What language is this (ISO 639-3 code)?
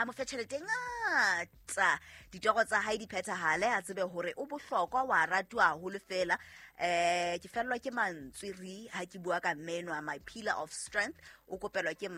sot